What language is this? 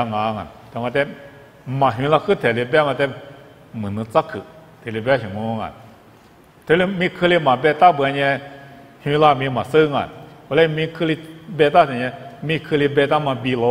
Lisu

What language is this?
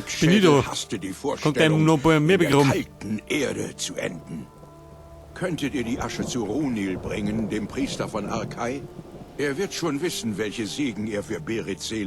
Bavarian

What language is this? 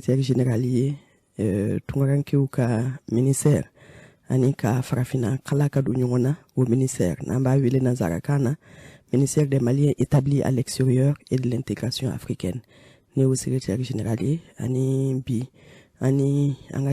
Bambara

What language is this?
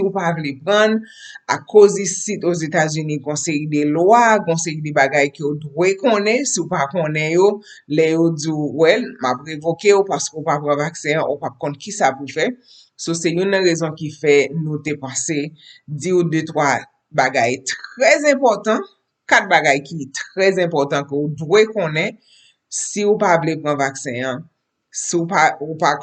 Haitian Creole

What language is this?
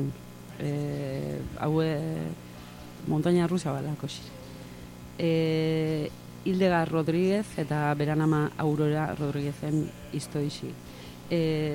Basque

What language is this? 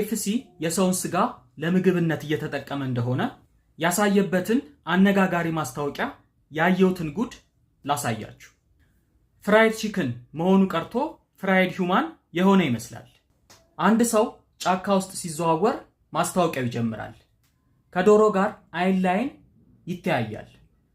Amharic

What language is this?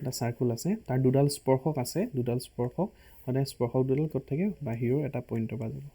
Assamese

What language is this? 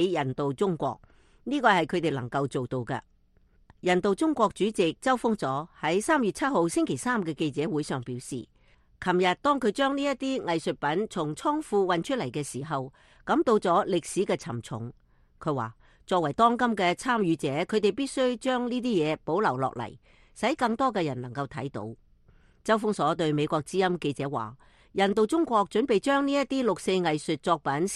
Cantonese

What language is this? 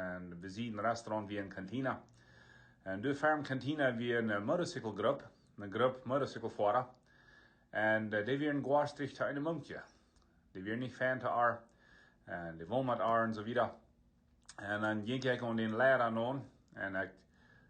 Plautdietsch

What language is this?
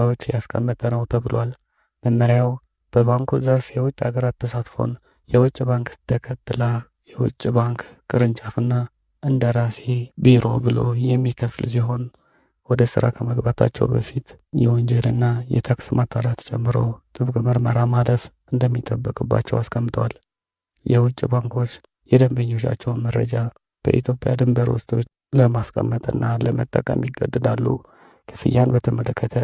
Amharic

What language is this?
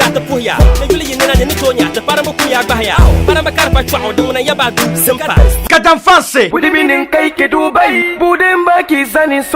Dagbani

